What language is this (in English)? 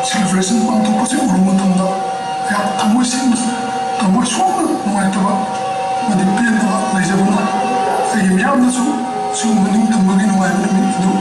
Manipuri